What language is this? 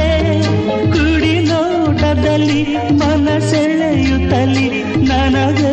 Kannada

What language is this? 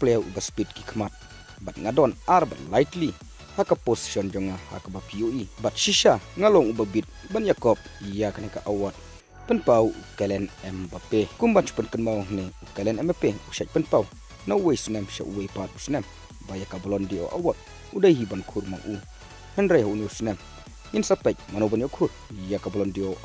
Khasi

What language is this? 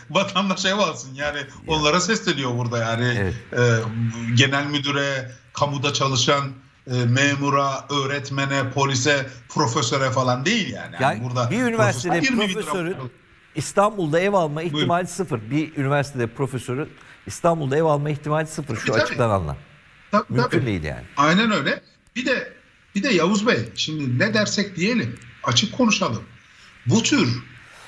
Turkish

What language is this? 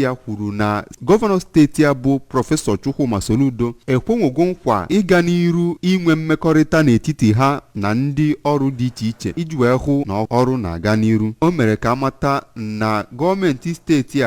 Igbo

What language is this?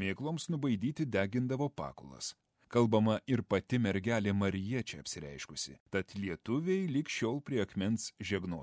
Lithuanian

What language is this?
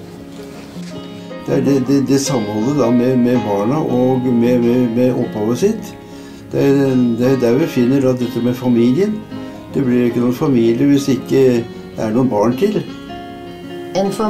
Norwegian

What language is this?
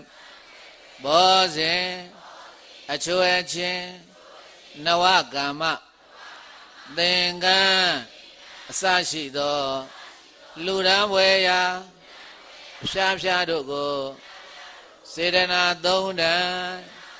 Burmese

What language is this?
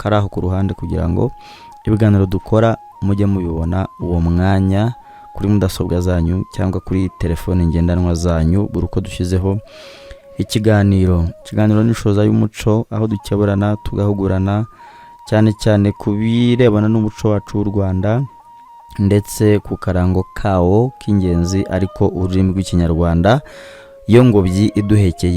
Kinyarwanda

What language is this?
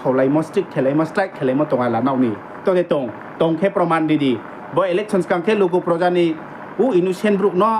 Riang (India)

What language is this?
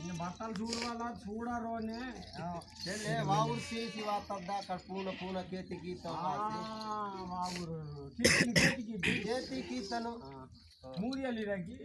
Adilabad Gondi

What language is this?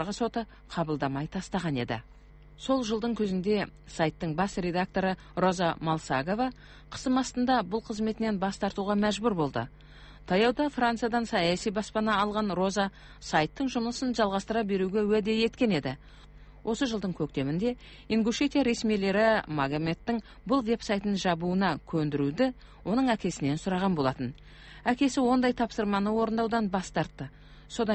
Kazakh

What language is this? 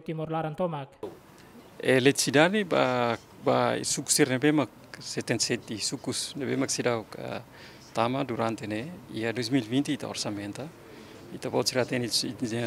Tetum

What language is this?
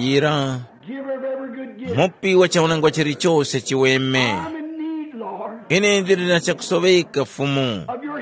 Tumbuka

